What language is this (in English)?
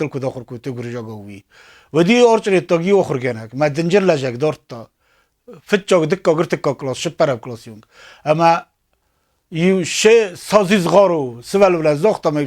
Ossetic